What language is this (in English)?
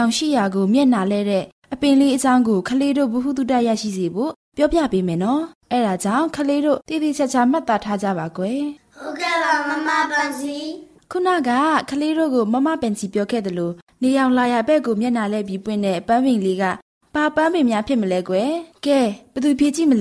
Burmese